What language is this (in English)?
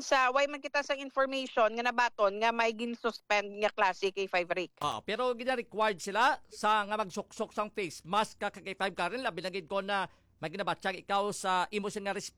Hiligaynon